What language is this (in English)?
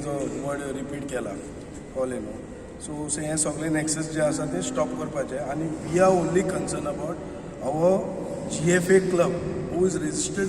Konkani